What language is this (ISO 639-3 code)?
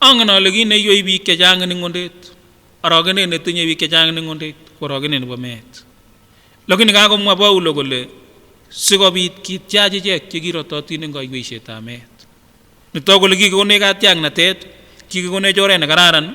sgc